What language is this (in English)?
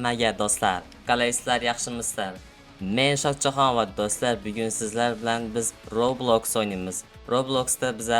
Uzbek